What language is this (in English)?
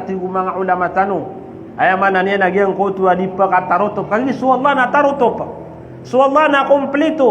Maranao